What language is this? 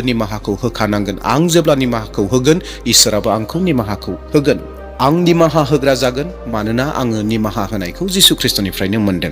Bodo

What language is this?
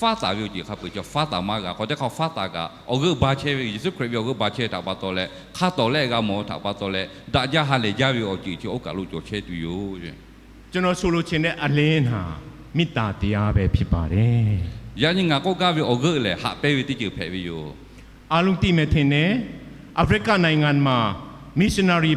Lahu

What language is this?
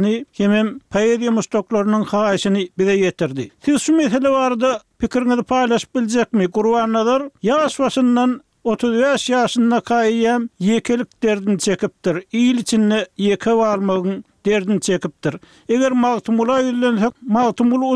Turkmen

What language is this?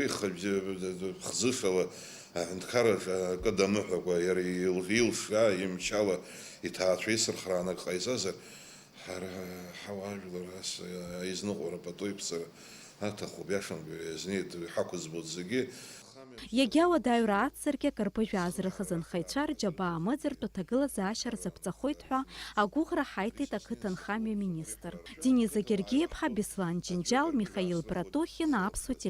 Abkhazian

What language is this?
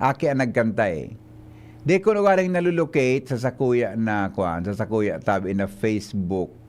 Bikol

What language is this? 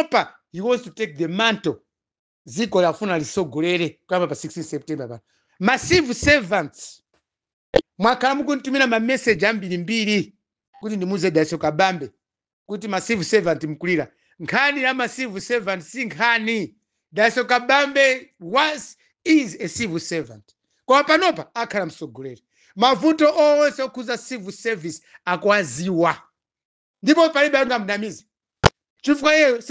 Nyanja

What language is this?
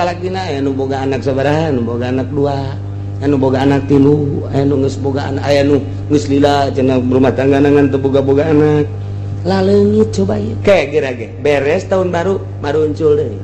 Sundanese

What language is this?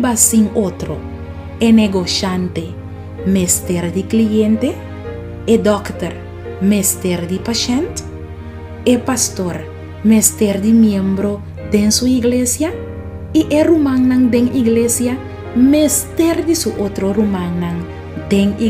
Papiamento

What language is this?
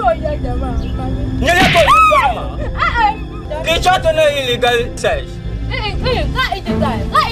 Dagbani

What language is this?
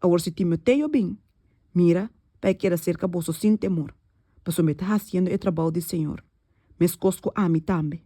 Papiamento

